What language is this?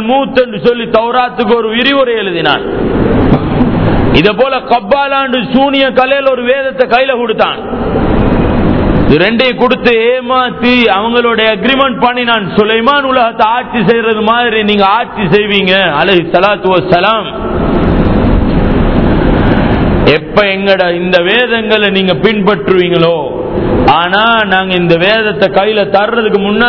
Tamil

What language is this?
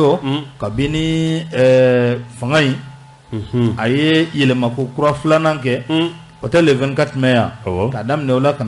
Bambara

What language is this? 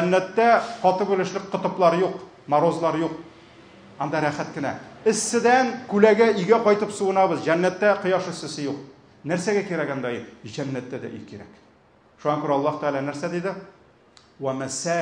Tatar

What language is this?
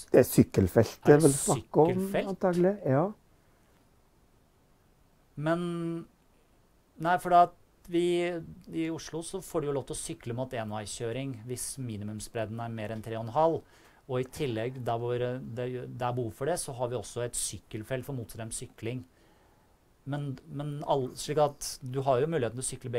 Norwegian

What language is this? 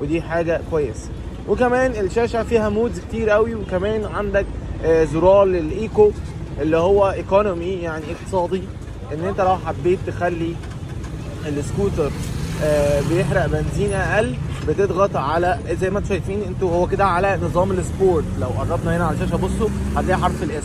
Egyptian Arabic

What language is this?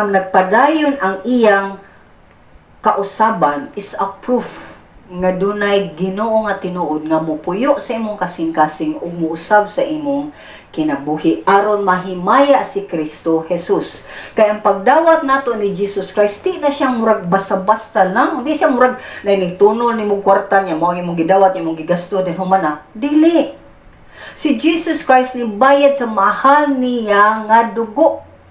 Cebuano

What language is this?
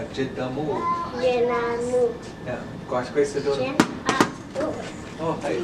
Chippewa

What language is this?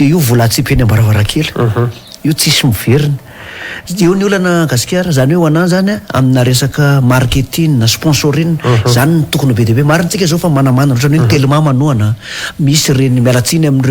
Malagasy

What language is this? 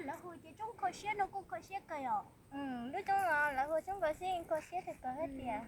Hmong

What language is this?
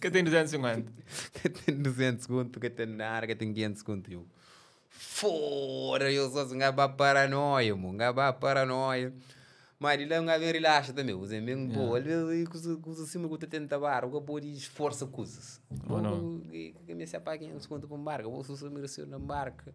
Kabuverdianu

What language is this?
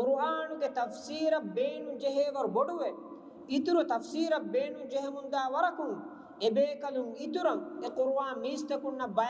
Divehi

